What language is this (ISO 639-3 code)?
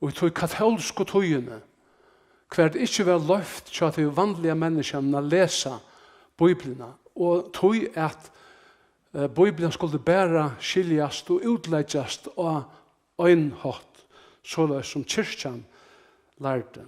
fao